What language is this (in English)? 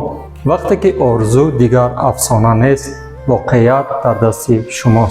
Tajik